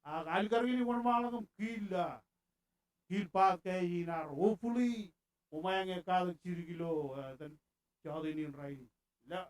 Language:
Marshallese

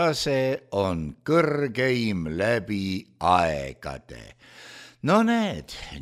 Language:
Estonian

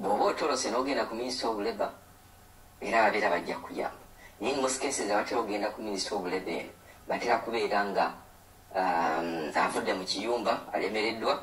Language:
Ganda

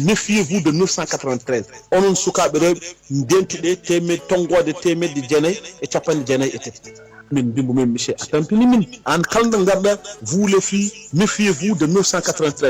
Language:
Fula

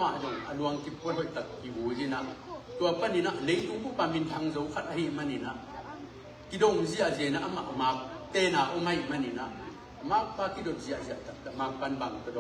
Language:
Tedim Chin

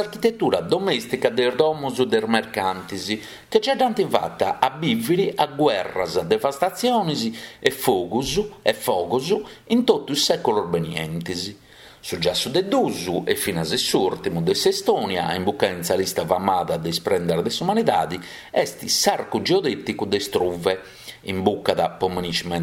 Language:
Sardinian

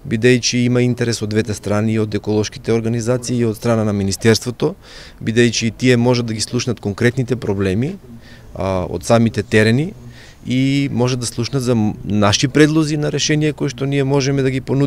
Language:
Macedonian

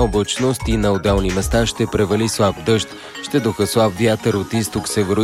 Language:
Bulgarian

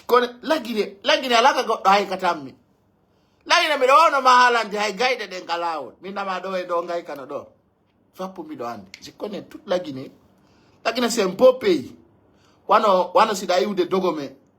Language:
Pular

